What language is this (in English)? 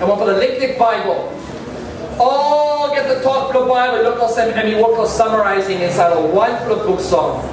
Tok Pisin